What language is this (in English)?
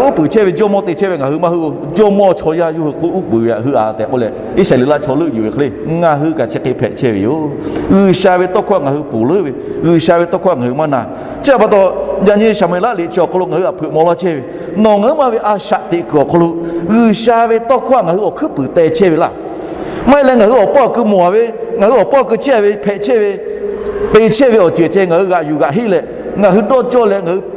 Lahu